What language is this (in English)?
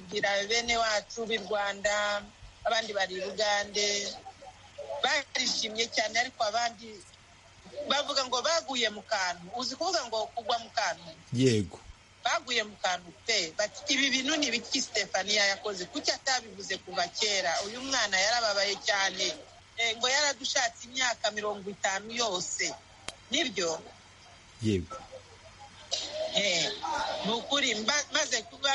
Kinyarwanda